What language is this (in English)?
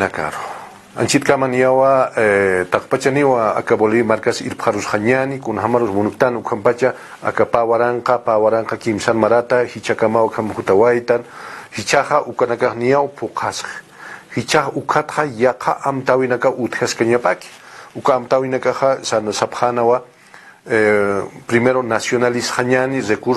Aymara